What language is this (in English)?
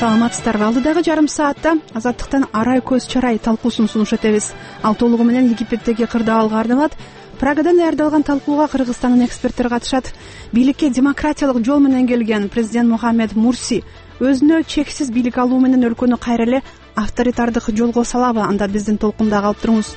Kyrgyz